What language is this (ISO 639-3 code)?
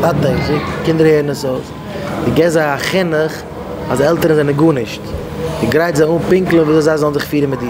yid